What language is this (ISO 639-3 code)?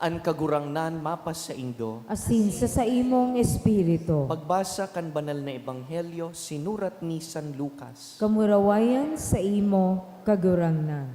bik